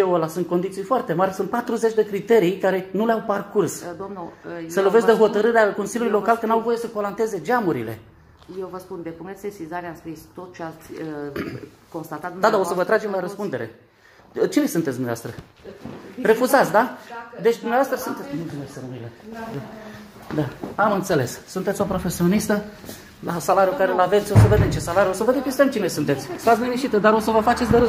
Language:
Romanian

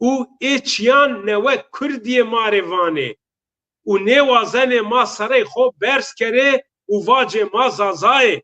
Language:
Zaza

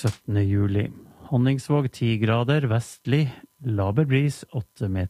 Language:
Norwegian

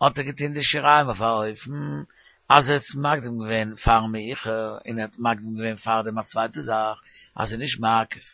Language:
Yiddish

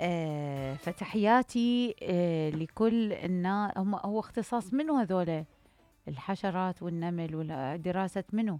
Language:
Mesopotamian Arabic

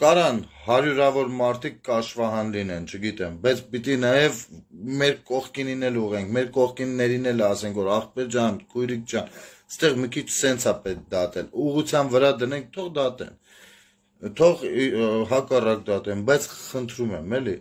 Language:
Armenian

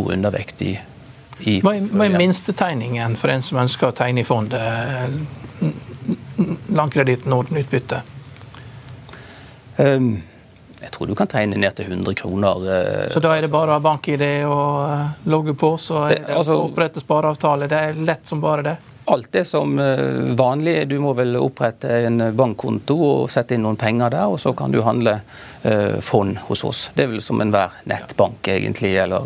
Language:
Norwegian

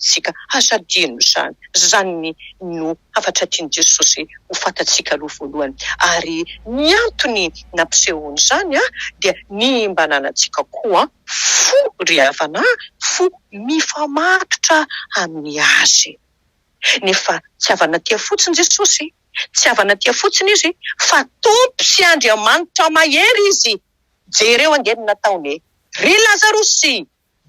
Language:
Malagasy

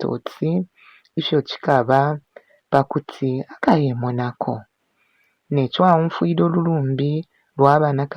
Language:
Bemba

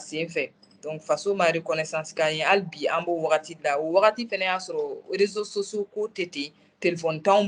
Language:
Bambara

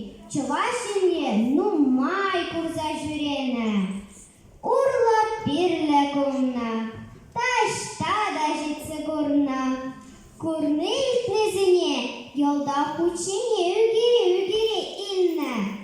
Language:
Chuvash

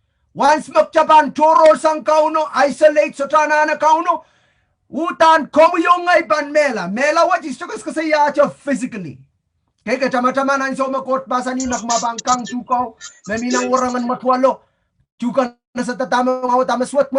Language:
Pohnpeian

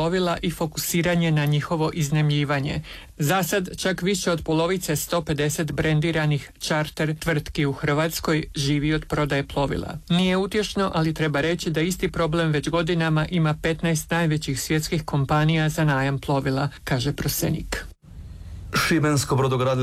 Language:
Croatian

